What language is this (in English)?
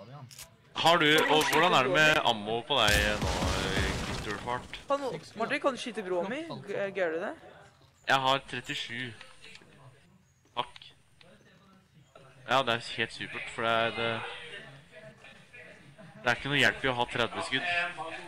Norwegian